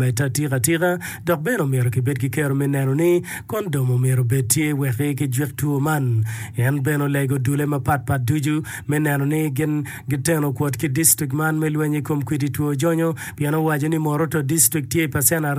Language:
Acoli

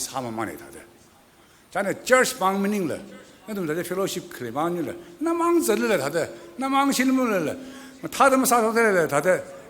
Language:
Tangkhul Naga (India)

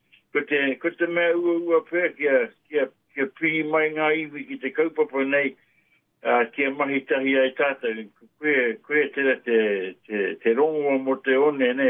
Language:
Māori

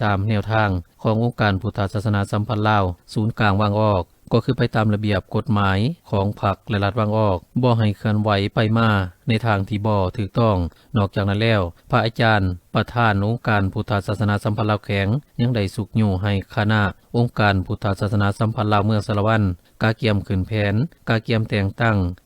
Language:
Lao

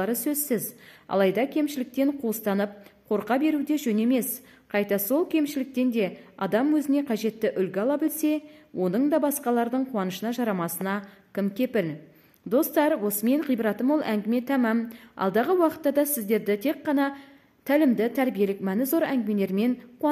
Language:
Kazakh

